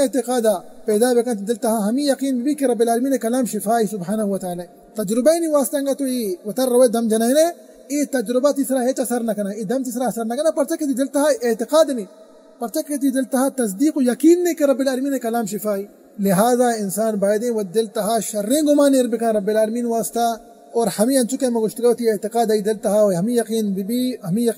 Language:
Baluchi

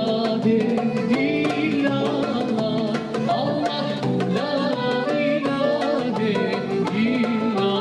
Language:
Crimean Tatar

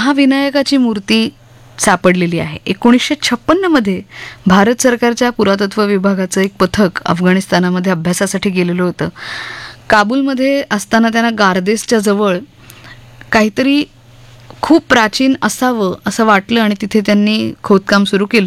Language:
Marathi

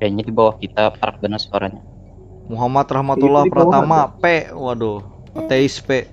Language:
Banjar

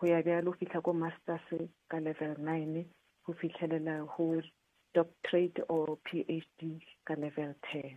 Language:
Northern Sotho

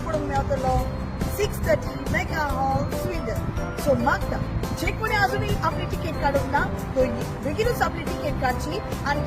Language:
Konkani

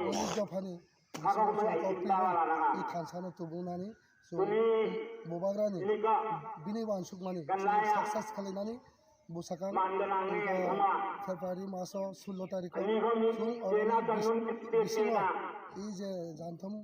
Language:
Kok Borok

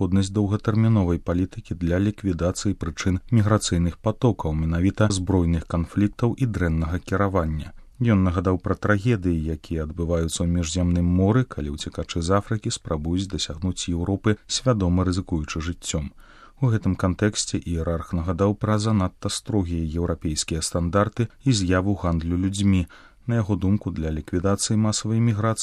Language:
Belarusian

